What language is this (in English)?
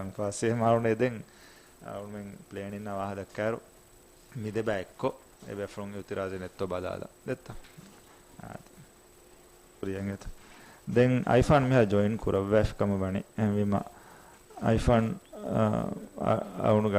Divehi